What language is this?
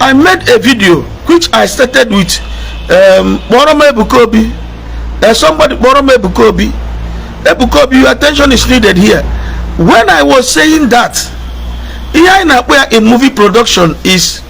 Igbo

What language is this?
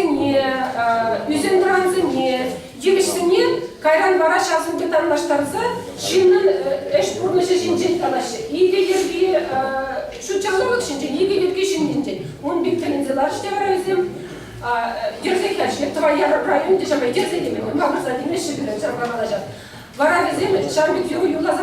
Chuvash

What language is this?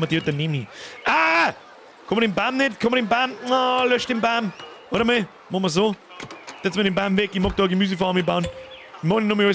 Bavarian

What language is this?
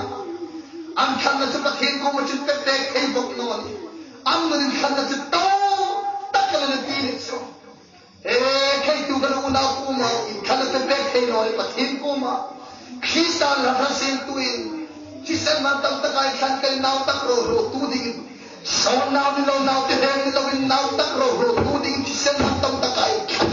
Hmar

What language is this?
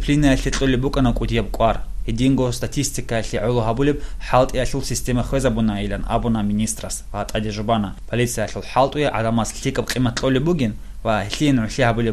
Avaric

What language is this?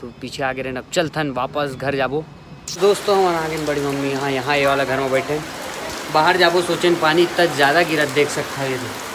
Chhattisgarhi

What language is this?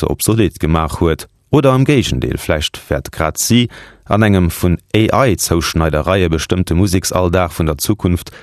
Luxembourgish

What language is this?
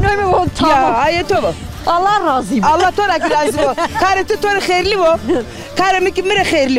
Zaza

